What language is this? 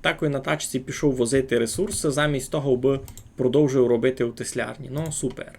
Rusyn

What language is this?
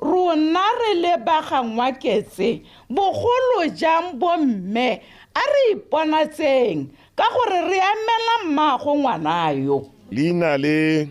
Tswana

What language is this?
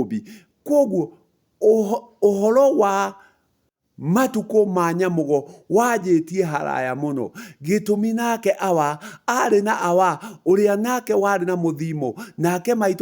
Kikuyu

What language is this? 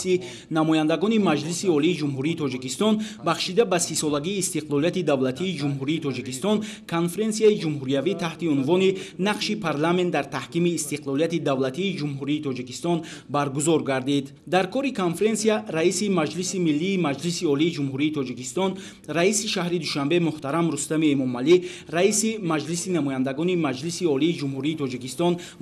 Tajik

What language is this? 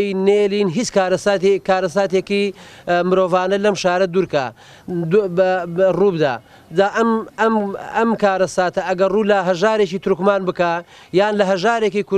Central Kurdish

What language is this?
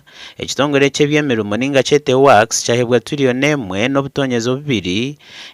Nyankole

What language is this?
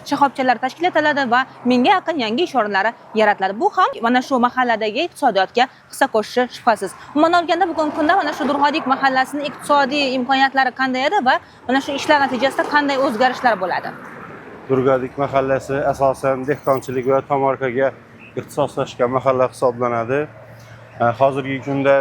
Uzbek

